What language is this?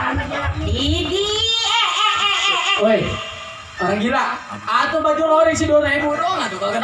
Betawi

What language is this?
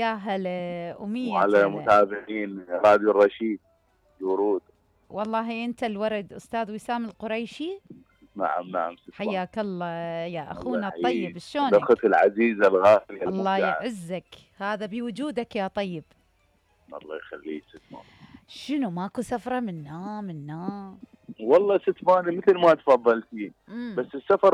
Mesopotamian Arabic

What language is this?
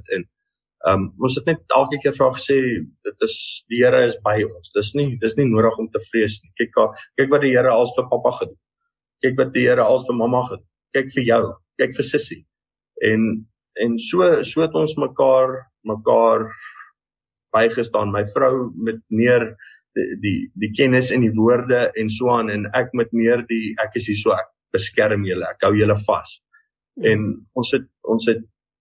Afrikaans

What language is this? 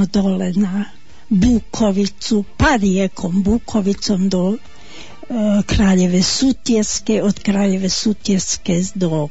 Bosnian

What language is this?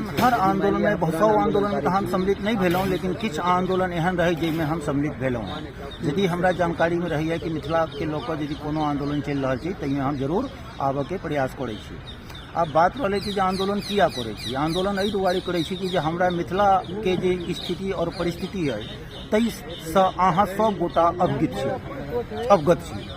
Maithili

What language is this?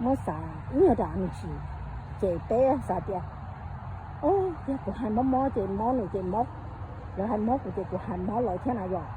Hmong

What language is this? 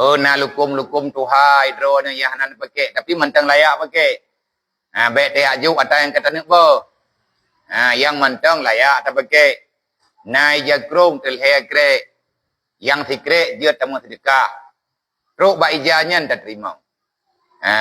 Achinese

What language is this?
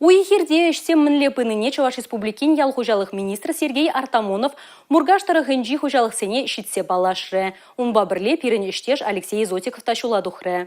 Chuvash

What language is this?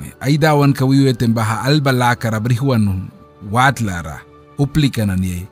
Mískito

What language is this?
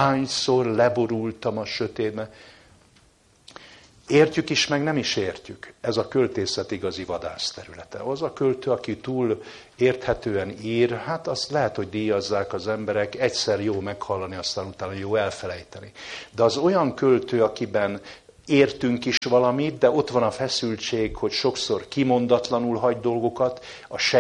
Hungarian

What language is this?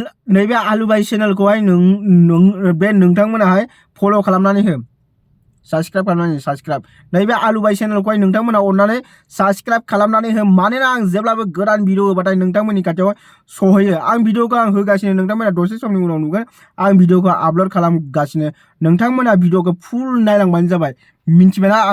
Bodo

